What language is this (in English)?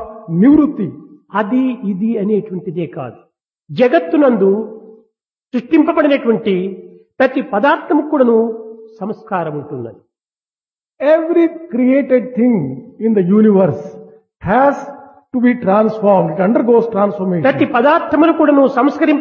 Telugu